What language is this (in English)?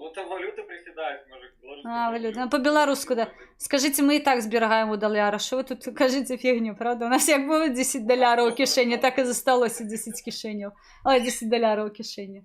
Belarusian